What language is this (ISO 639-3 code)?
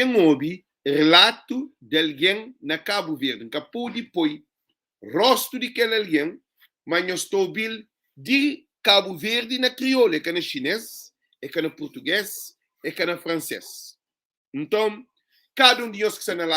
kea